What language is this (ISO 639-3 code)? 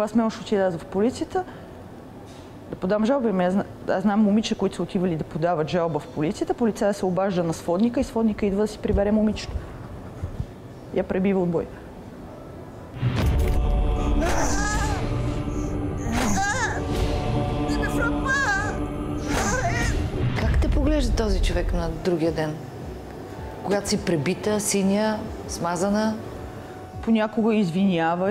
bul